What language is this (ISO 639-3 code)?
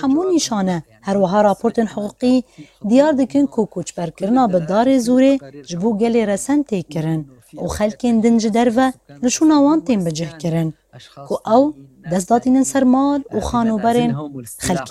kur